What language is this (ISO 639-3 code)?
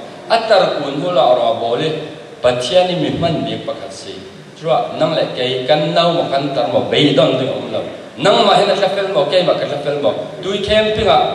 cfm